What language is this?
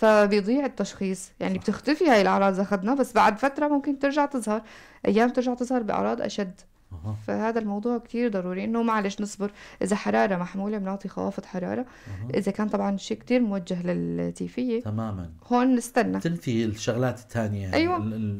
North Levantine Arabic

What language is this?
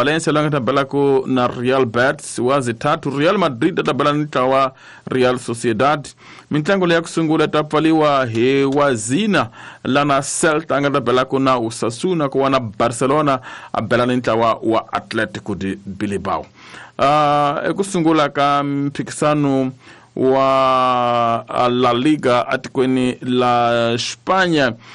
Tsonga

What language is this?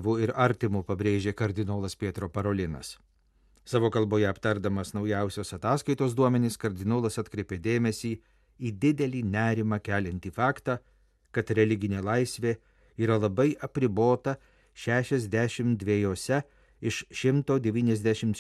Lithuanian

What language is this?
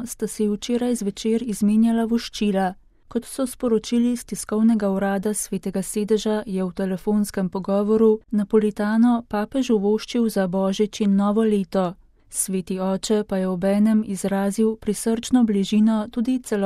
Slovenian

